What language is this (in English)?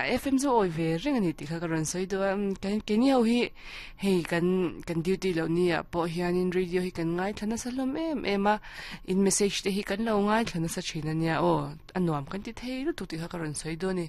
Mizo